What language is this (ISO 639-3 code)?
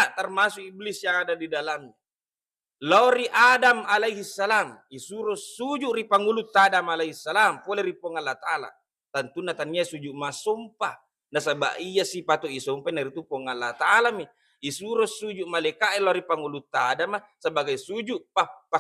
bug